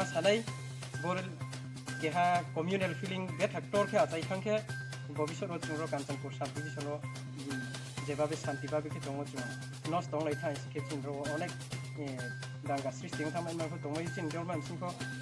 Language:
Riang (India)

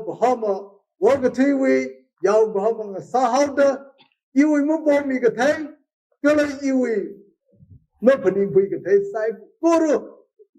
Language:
Tangkhul Naga (India)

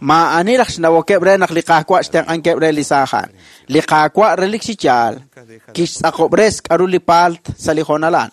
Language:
Kekchí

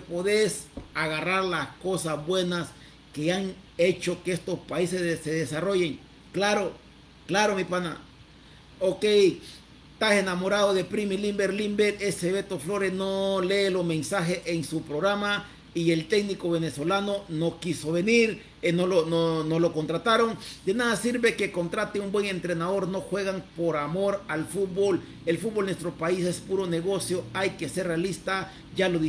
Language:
Spanish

